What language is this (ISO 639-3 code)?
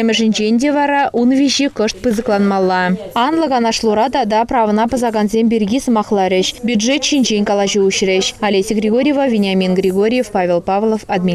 chv